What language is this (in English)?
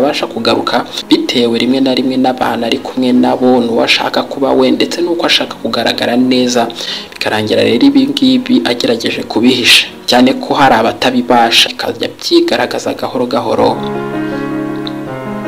Kinyarwanda